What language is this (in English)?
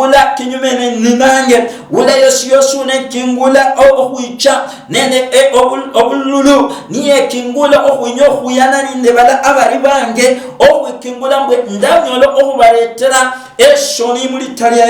Luyia